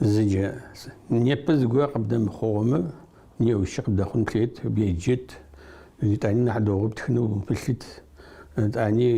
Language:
Adyghe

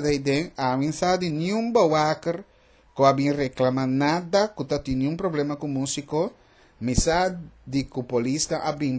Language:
Papiamento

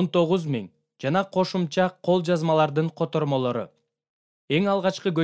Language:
Kyrgyz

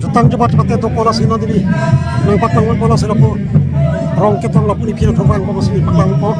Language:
Karbi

